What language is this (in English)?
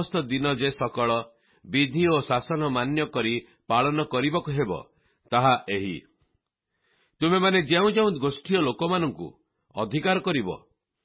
Odia